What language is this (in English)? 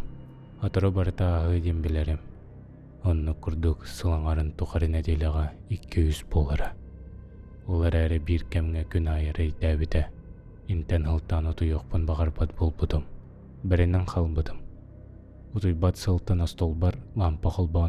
Yakut